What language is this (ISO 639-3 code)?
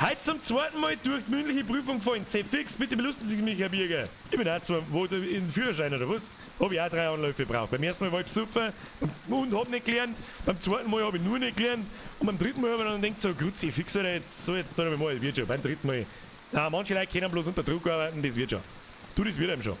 bar